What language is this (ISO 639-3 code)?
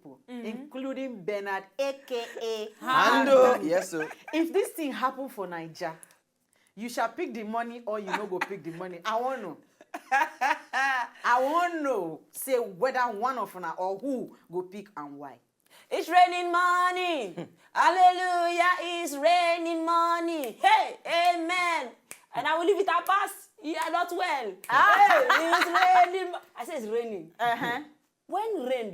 pcm